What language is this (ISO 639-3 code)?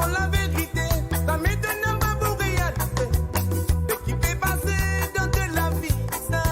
mfe